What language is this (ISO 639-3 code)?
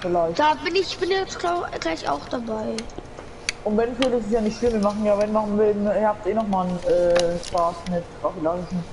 bar